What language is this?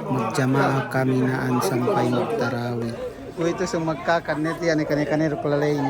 Yakan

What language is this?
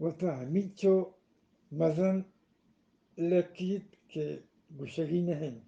Eastern Balochi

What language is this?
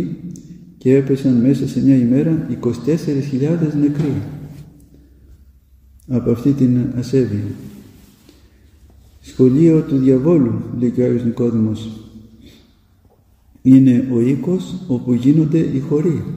Greek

